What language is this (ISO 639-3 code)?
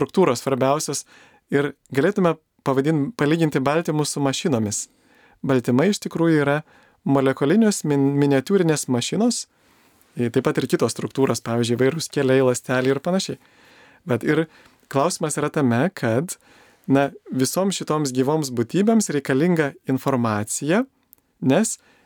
lit